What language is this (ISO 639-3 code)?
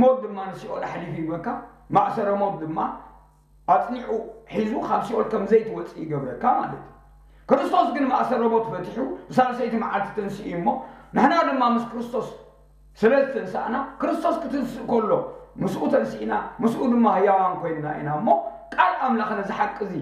tir